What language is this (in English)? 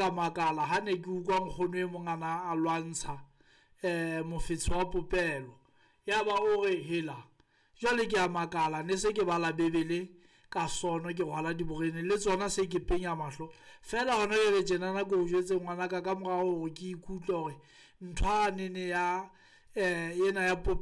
Southern Sotho